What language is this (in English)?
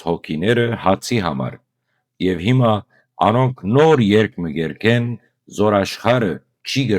Western Armenian